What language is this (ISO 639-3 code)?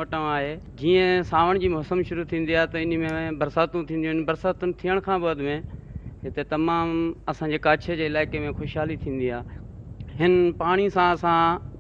snd